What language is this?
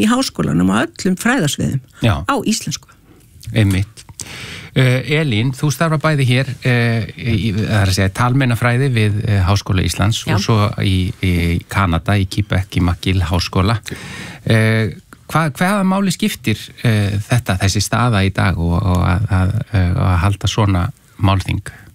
Icelandic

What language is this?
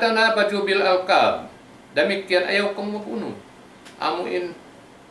Tausug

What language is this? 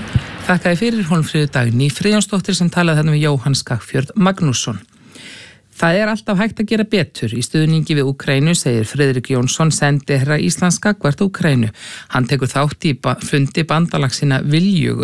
Icelandic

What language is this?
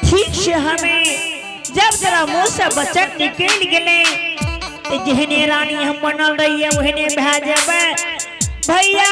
Angika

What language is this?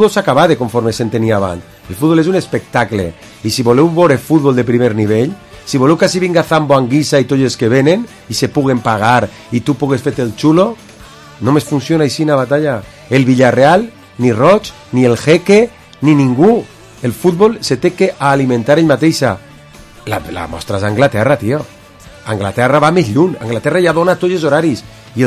Catalan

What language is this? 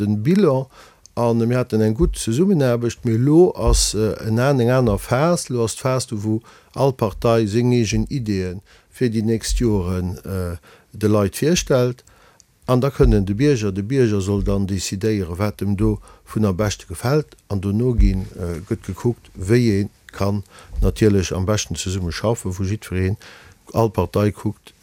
Luxembourgish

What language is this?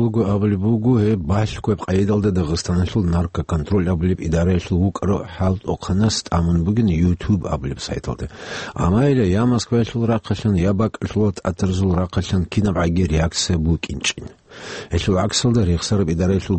Avaric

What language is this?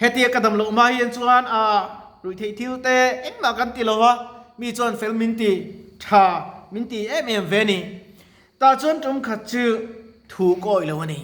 Mizo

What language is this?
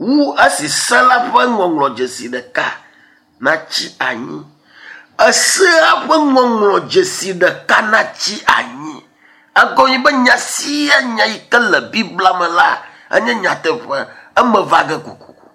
Ewe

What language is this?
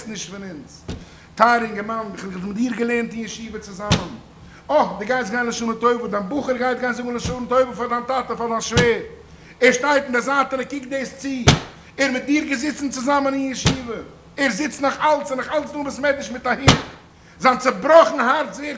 Yiddish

